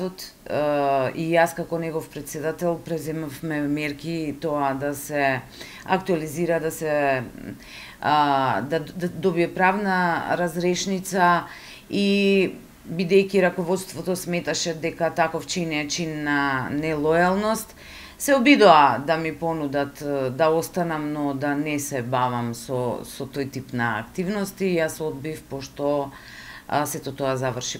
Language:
Macedonian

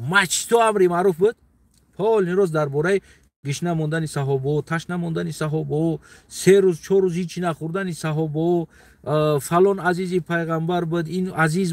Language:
Tajik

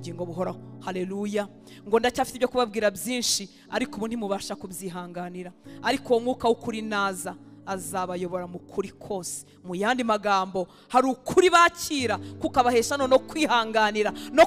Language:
Kinyarwanda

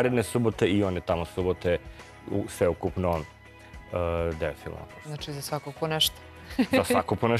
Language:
Serbian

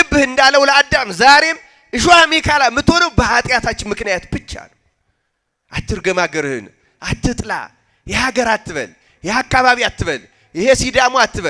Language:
Amharic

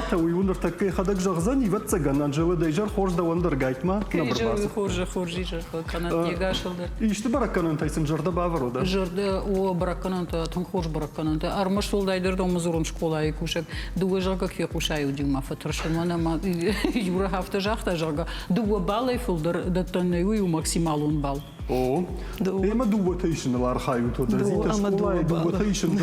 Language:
Ossetic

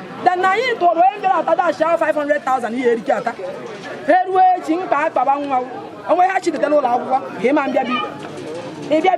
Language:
Igbo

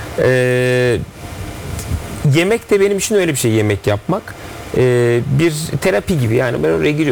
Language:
Turkish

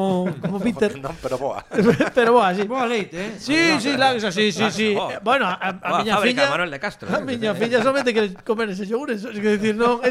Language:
Galician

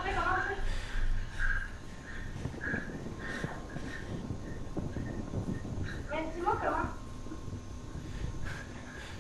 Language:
French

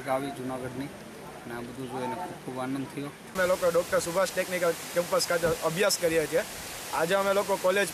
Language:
Gujarati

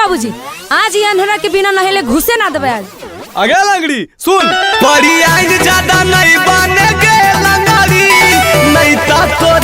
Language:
Magahi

